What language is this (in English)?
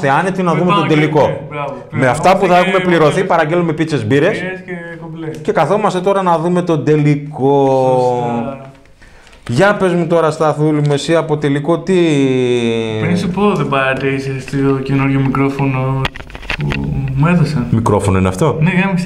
Greek